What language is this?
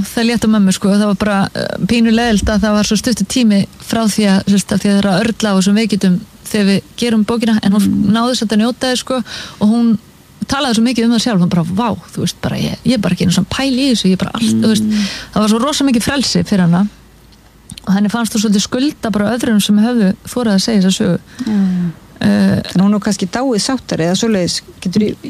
Icelandic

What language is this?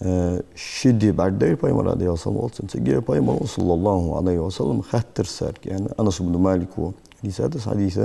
Ingush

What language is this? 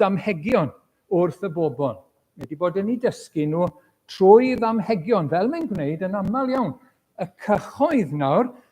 Welsh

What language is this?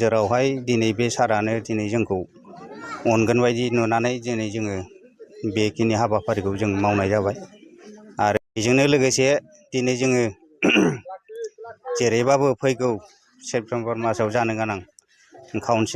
Bodo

